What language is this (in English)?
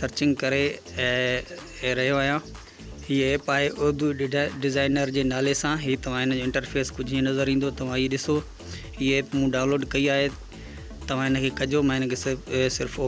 Sindhi